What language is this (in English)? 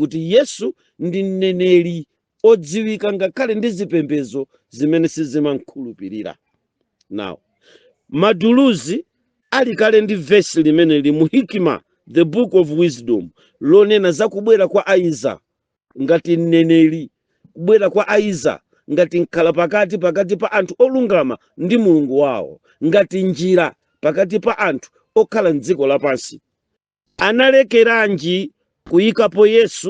Nyanja